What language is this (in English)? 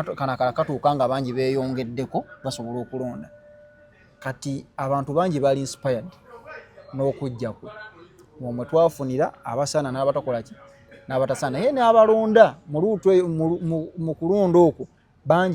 Ganda